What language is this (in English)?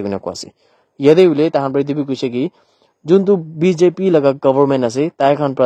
Naga Pidgin